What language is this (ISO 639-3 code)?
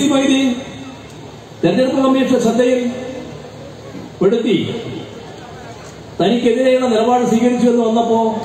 mal